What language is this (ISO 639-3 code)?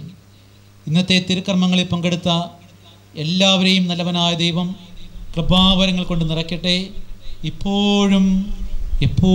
mal